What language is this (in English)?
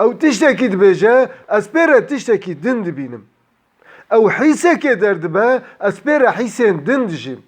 Kurdish